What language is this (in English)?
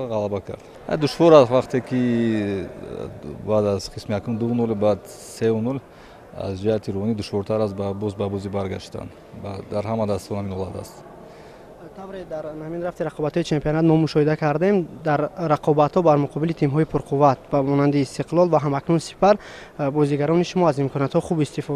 Tajik